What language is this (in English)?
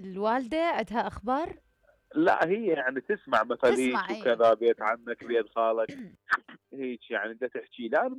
Mesopotamian Arabic